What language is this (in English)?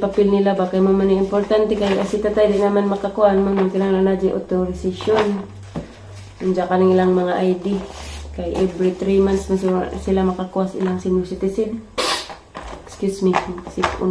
Cebuano